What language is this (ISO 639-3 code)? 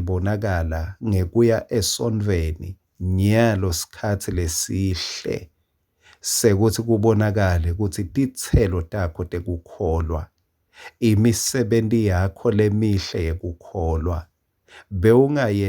ssw